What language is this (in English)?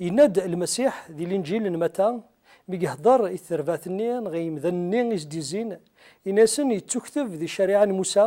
Kabyle